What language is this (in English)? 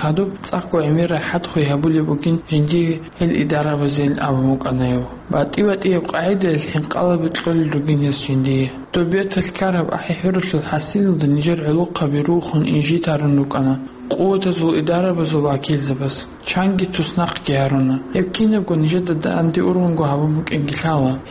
Avaric